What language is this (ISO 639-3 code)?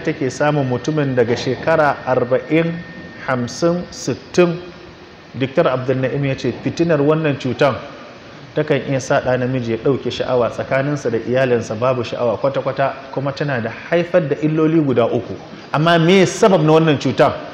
hau